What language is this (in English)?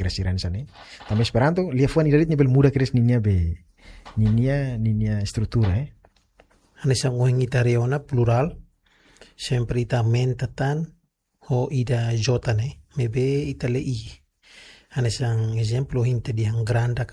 Tetum